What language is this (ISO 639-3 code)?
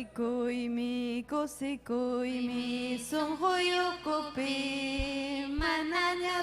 quy